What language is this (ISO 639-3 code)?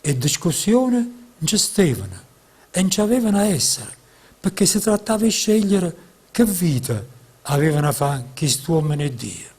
nap